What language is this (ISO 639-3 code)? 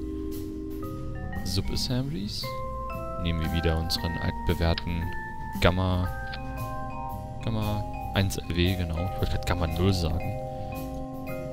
deu